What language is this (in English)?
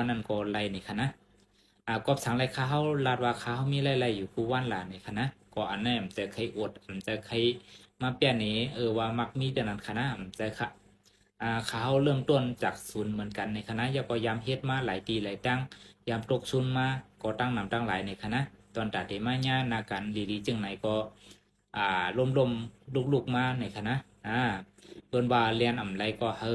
Shan